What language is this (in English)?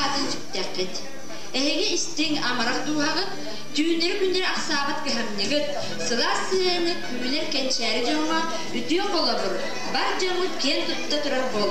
Yakut